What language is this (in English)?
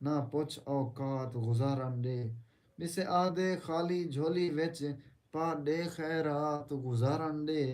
Saraiki